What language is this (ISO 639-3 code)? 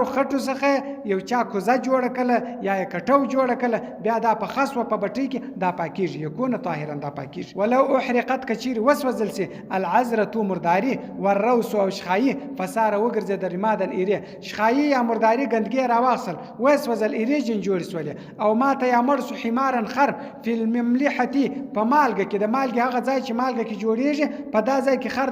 pus